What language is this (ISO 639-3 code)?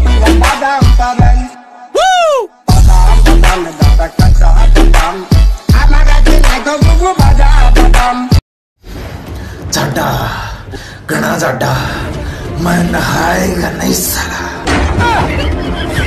hin